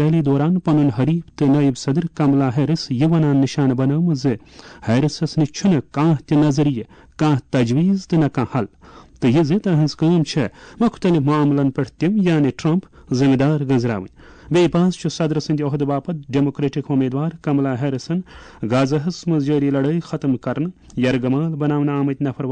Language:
Kashmiri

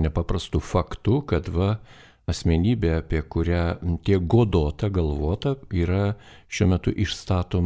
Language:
Lithuanian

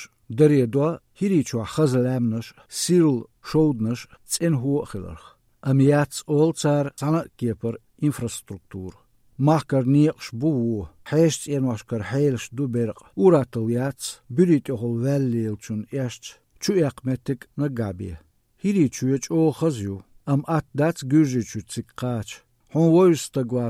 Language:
Azerbaijani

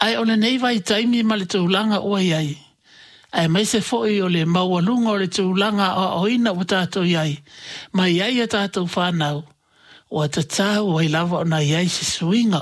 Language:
Samoan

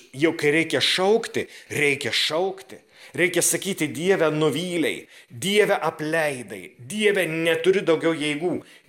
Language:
Lithuanian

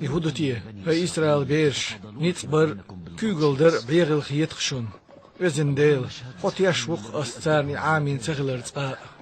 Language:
Chechen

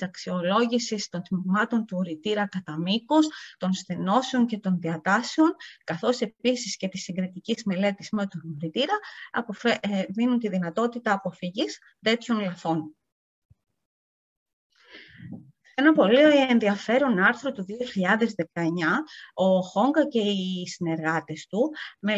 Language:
Greek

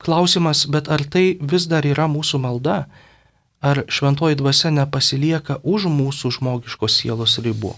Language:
Lithuanian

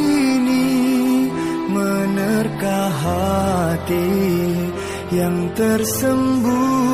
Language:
Banjar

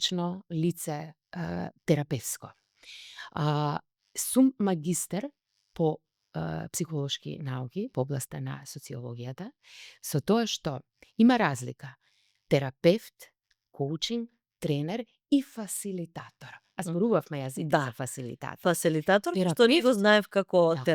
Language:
Macedonian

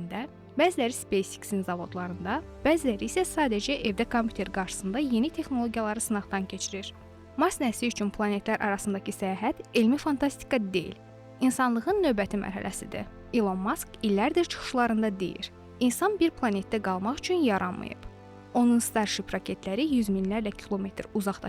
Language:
Azerbaijani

